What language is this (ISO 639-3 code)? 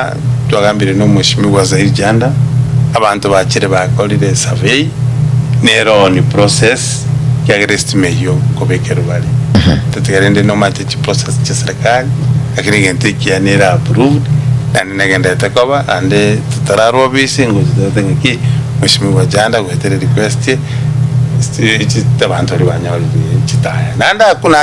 guz